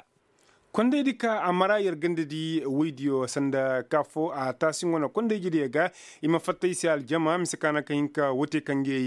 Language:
Koyraboro Senni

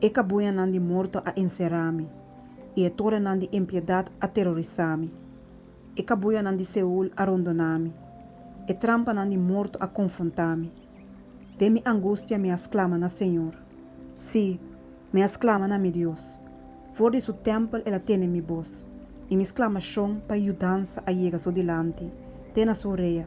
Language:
Papiamento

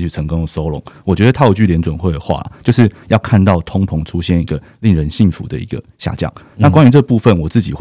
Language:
Chinese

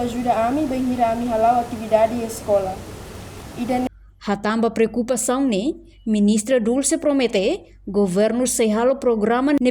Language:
Tetum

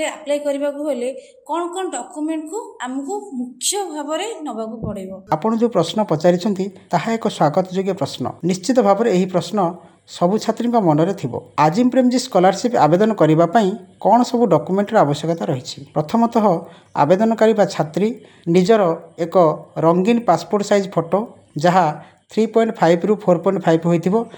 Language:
Odia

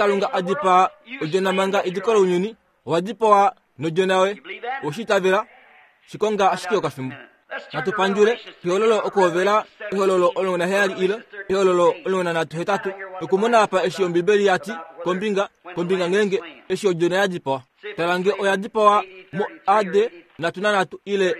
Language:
Kuanyama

